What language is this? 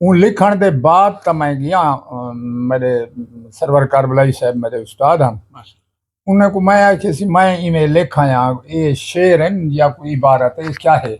Saraiki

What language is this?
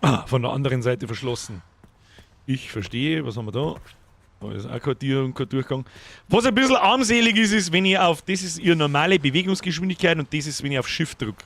Bavarian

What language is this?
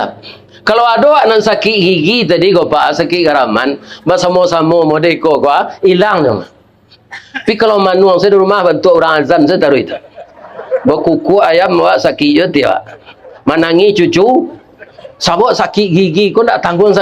Minangkabau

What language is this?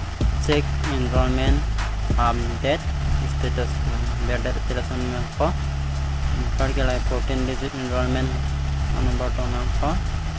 Karbi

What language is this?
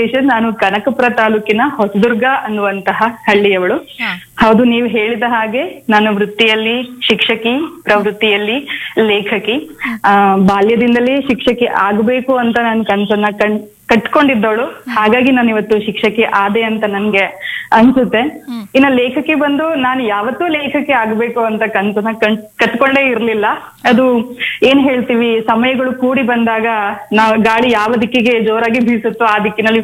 Kannada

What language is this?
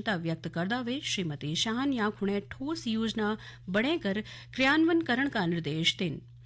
Garhwali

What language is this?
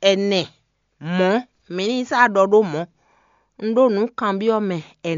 Fon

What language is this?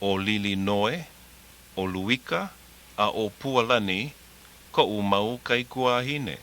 Hawaiian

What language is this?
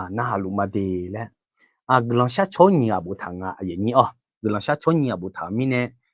Akha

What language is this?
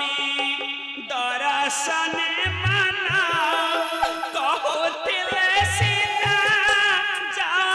Odia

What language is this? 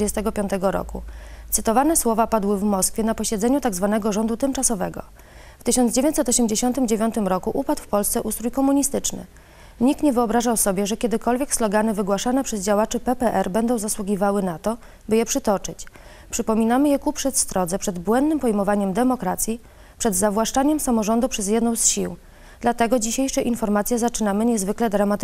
Polish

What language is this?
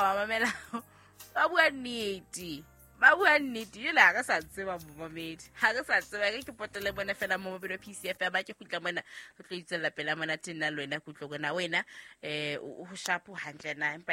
Southern Sotho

